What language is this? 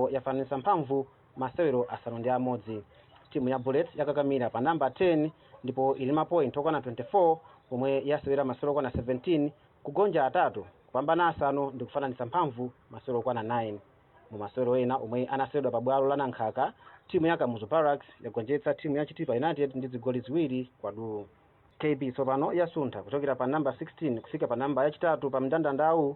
Nyanja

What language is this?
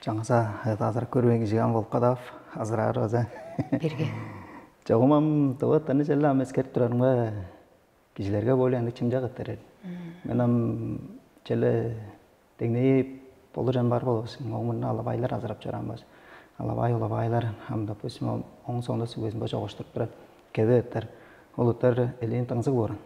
Tuvinian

